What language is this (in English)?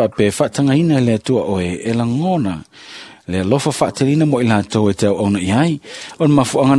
Samoan